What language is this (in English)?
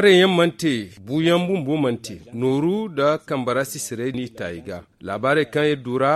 Zarma